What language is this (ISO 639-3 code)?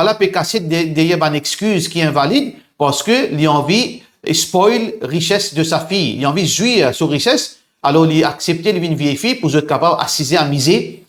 mfe